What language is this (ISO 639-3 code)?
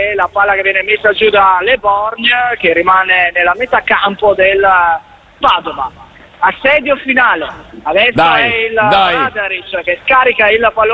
ita